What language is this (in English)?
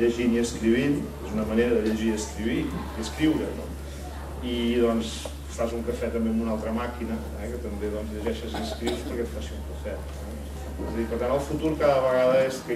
Catalan